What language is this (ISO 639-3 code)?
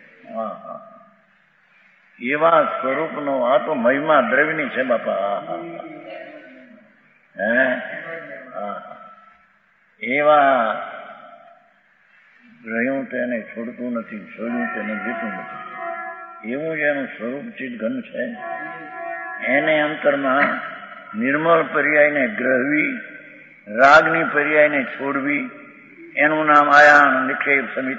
guj